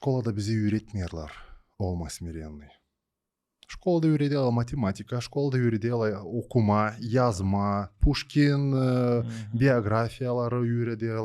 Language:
Gagauz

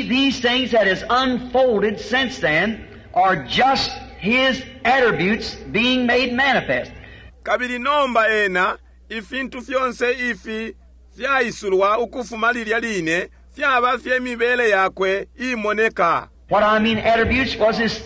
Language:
Bemba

